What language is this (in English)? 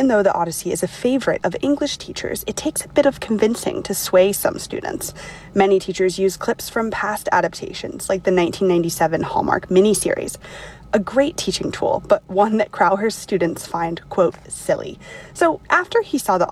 English